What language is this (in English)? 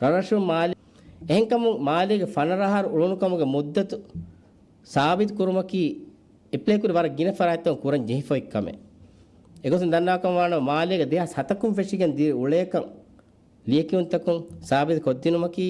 Divehi